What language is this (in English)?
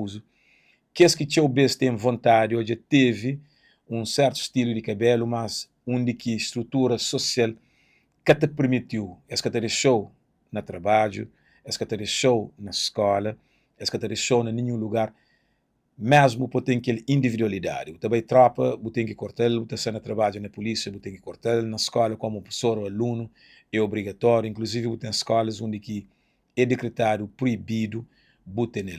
Kabuverdianu